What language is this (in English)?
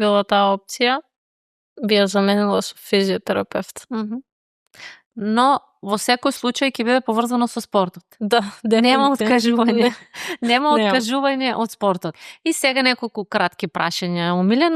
Macedonian